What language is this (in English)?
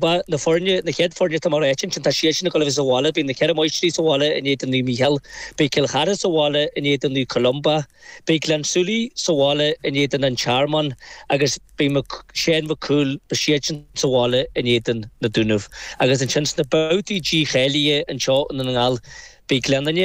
Irish